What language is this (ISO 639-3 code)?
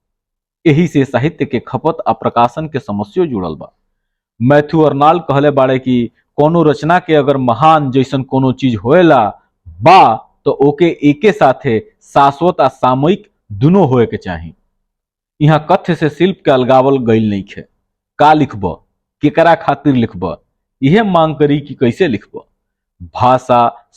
bho